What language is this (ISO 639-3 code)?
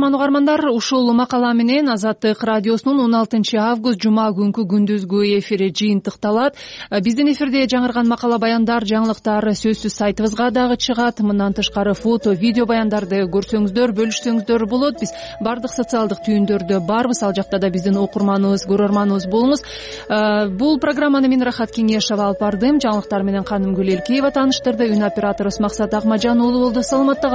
kir